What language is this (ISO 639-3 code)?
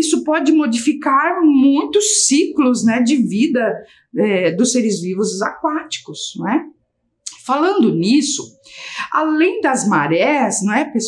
por